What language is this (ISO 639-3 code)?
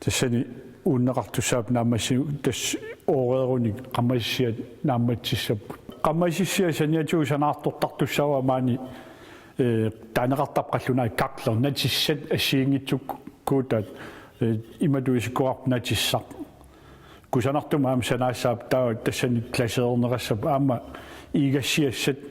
kal